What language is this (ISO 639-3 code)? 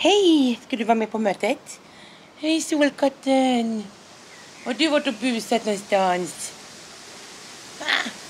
swe